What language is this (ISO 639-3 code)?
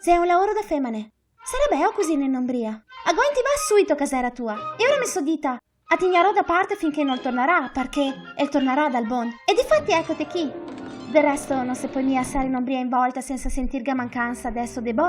vec